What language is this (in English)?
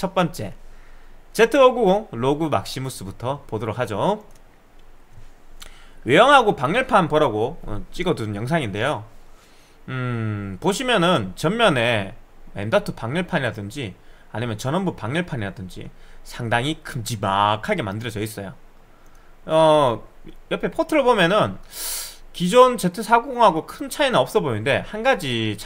Korean